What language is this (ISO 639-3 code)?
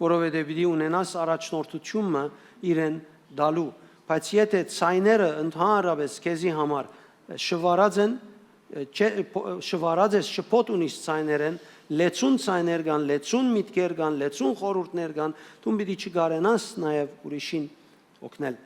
hyw